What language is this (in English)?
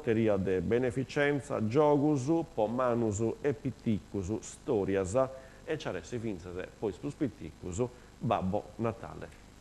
Sardinian